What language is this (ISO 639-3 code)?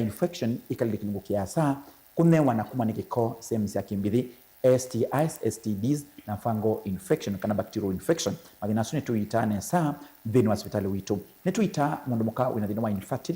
kam